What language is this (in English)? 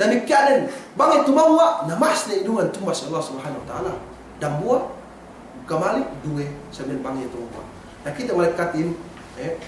Yakan